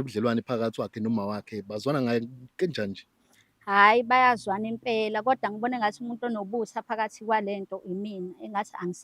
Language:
Zulu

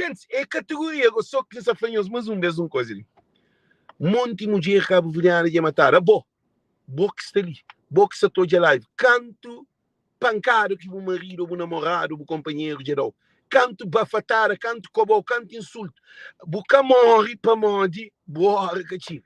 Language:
Kabuverdianu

